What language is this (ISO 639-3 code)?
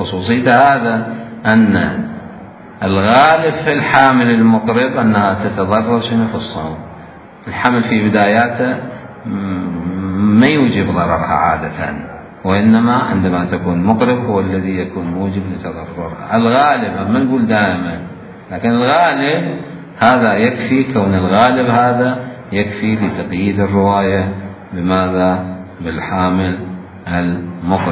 acm